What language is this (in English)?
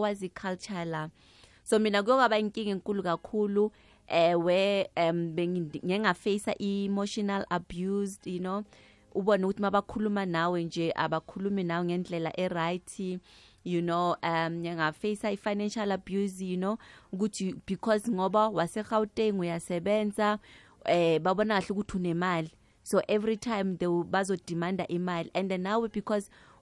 South Ndebele